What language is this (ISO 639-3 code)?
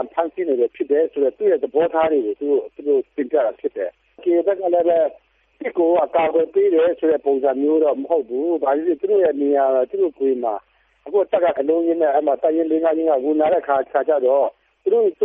mya